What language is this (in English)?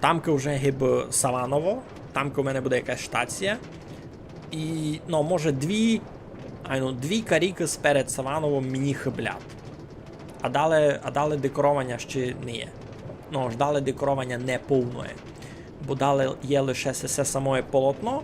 Rusyn